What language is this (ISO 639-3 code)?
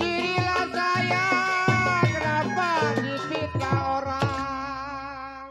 bew